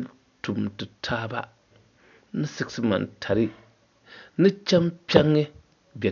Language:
Dagbani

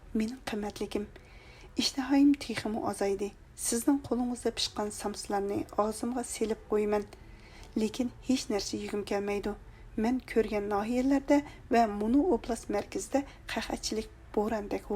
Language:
Uyghur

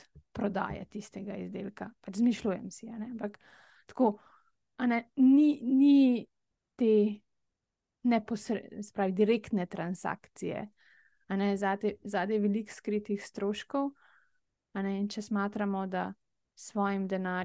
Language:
Slovenian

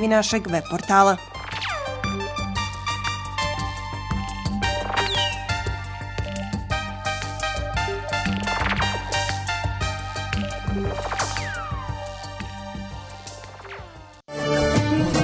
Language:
Bosnian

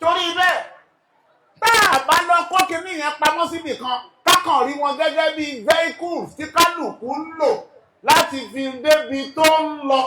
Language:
Yoruba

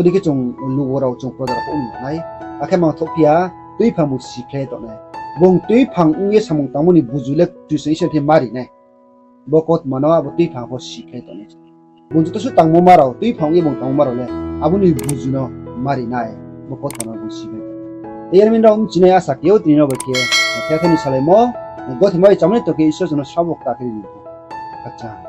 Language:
Riang (India)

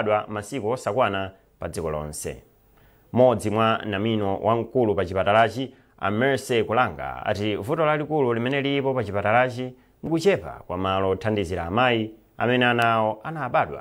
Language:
Nyanja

